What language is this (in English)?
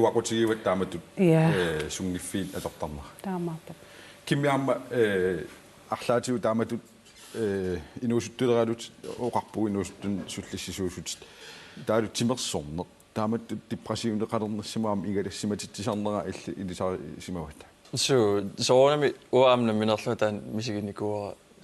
Kalaallisut